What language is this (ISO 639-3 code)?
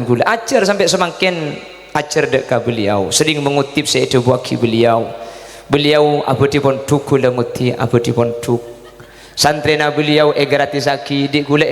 mad